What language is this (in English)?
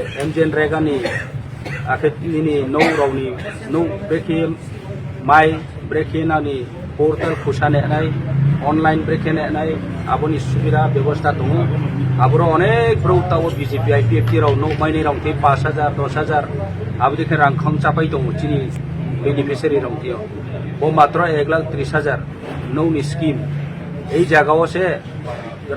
Kok Borok